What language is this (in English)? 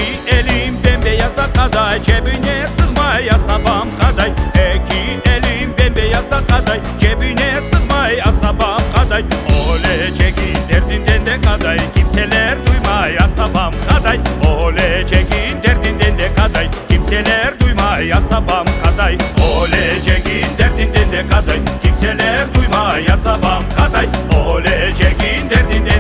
Crimean Tatar